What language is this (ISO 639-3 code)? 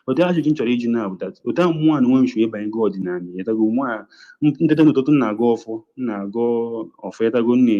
ibo